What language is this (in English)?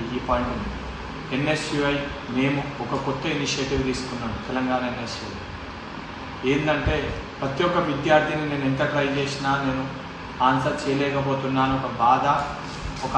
Telugu